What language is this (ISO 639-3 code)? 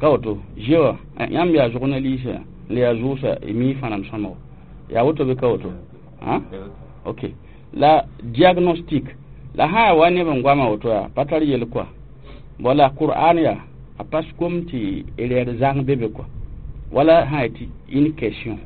mos